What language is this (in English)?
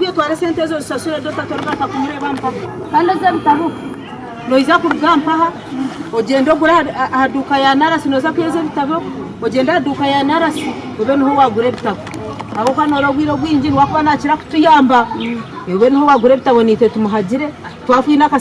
Nyankole